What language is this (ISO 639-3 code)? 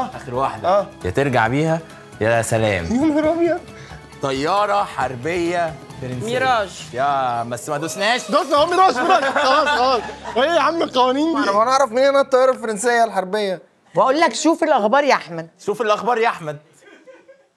arz